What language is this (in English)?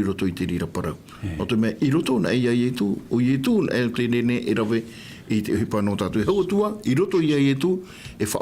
Tahitian